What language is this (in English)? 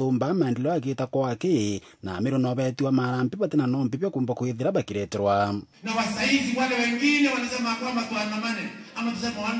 Meru